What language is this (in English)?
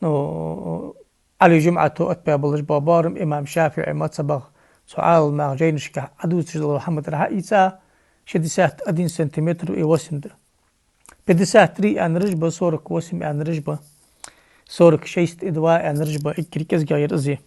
Ingush